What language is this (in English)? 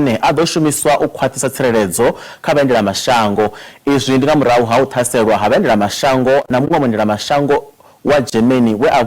Venda